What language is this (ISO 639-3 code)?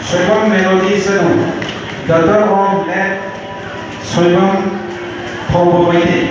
mni